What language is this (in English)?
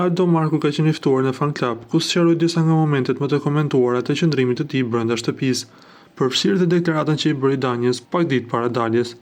Albanian